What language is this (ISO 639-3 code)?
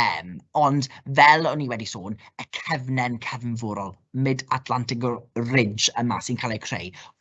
cym